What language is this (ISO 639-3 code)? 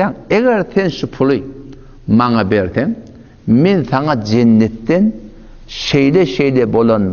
tuk